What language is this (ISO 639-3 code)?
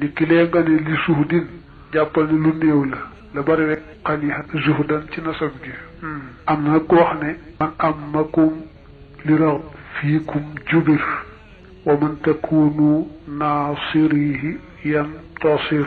wol